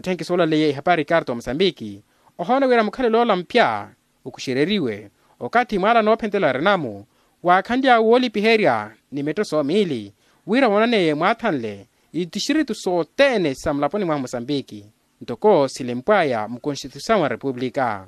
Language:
Makhuwa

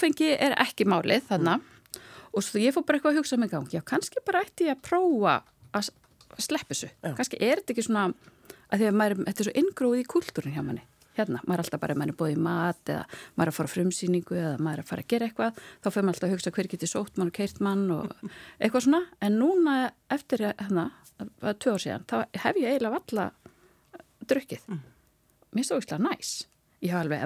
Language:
Icelandic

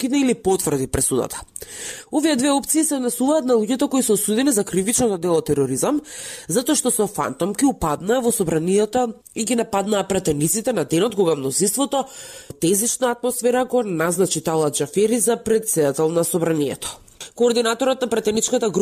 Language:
Macedonian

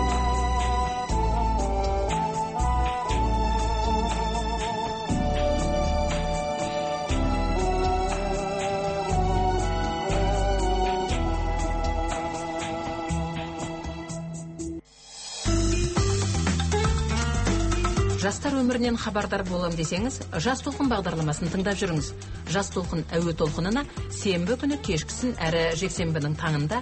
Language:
Kazakh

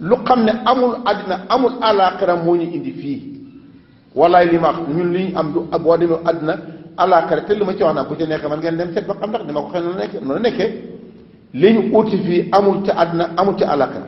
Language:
Wolof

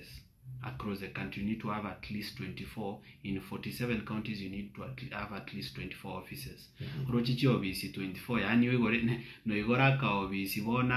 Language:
Gusii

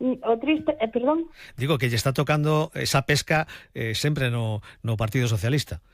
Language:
Galician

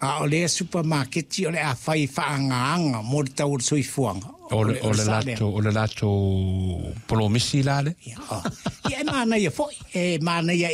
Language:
Samoan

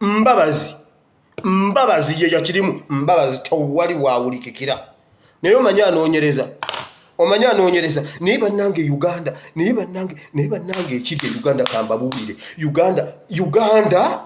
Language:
Ganda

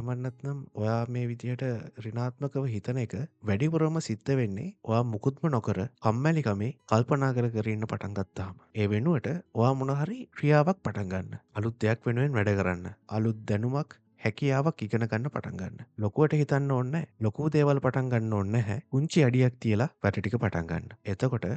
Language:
Sinhala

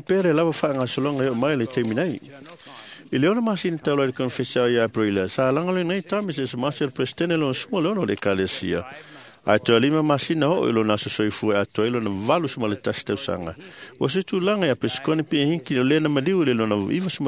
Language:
Samoan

